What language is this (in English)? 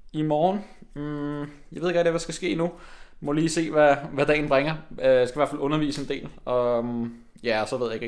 Danish